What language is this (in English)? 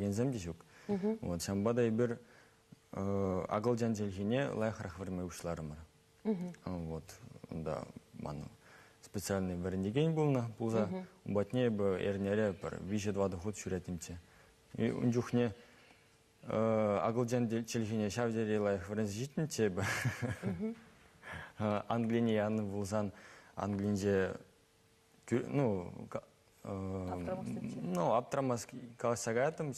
Chuvash